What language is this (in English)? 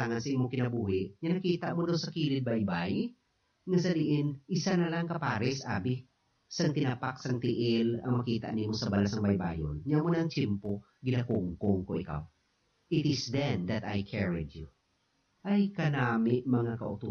Hiligaynon